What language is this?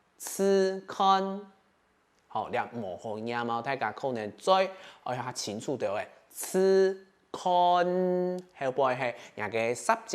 Hakka Chinese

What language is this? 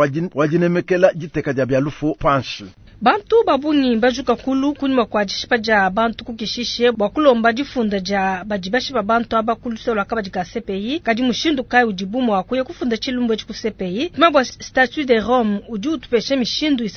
Luba-Lulua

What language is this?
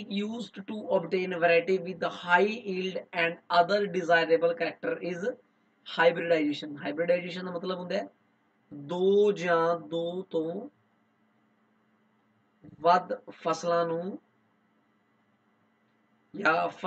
Punjabi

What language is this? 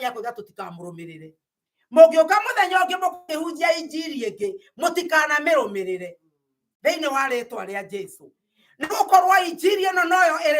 Kikuyu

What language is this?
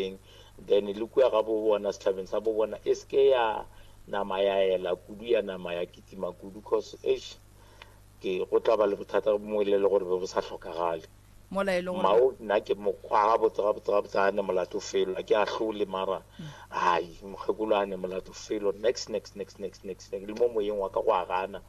Northern Sotho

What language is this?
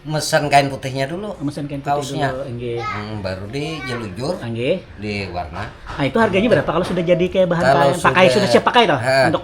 Banjar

